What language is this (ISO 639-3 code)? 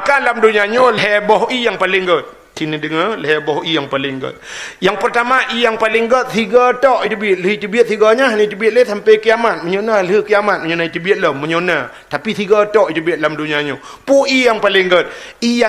ace